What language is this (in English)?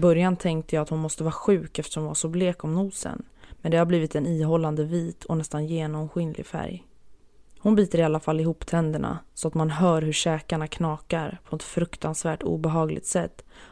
Swedish